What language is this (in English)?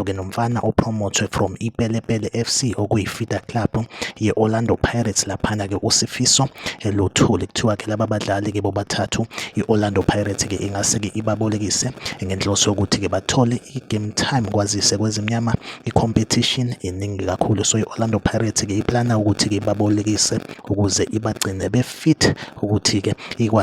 Zulu